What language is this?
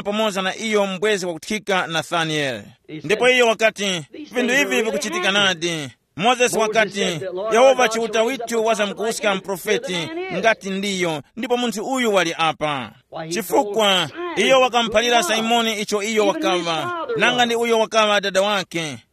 Tumbuka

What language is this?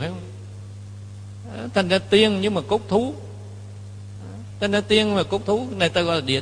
Vietnamese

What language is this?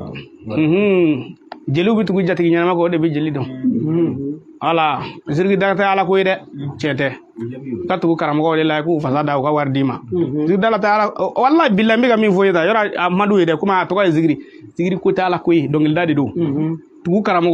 Bambara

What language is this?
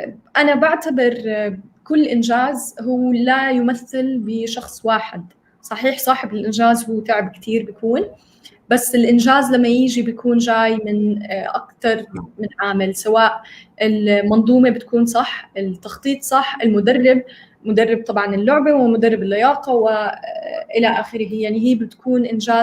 North Levantine Arabic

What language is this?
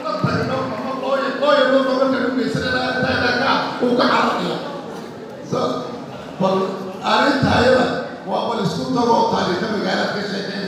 Somali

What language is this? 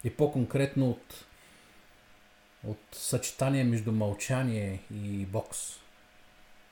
Bulgarian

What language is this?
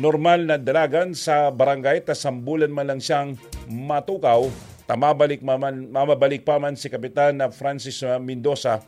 Bikol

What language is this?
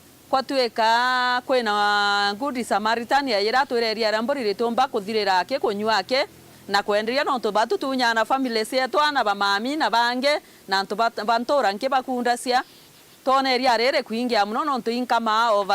Meru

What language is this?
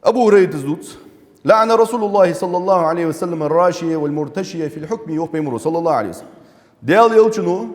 Ingush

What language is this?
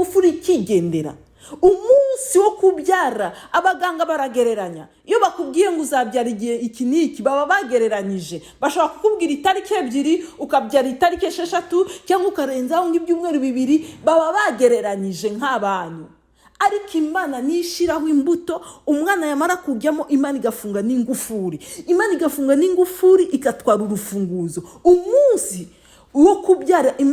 Kinyarwanda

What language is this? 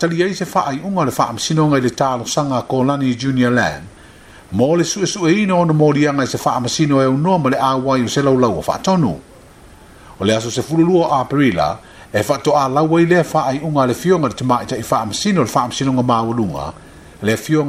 Samoan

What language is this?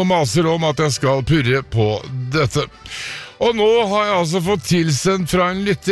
Norwegian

